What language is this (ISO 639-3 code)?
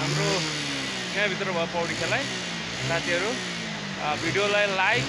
nep